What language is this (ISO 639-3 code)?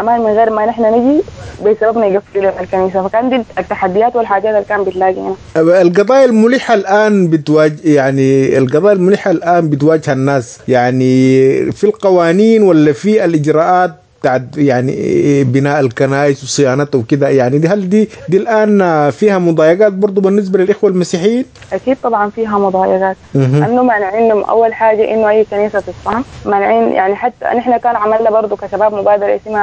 apd